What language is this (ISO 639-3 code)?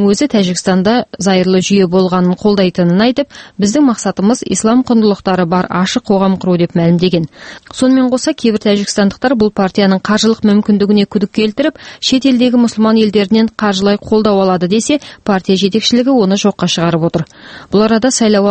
kaz